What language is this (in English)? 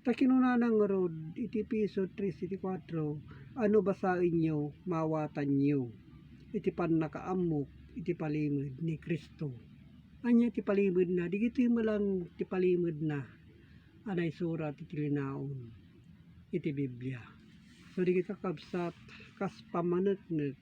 Iloko